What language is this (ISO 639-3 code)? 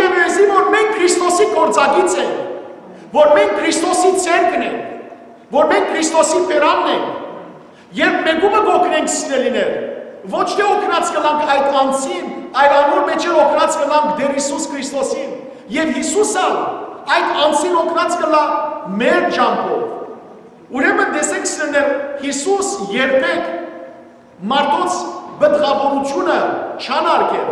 hyw